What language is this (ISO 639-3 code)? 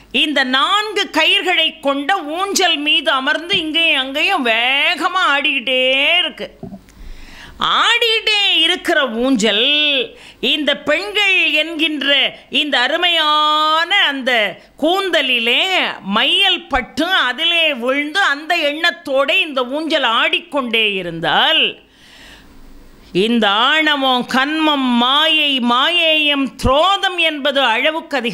tam